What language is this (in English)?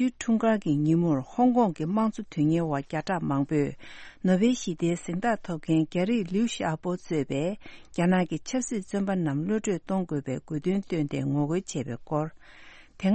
Tibetan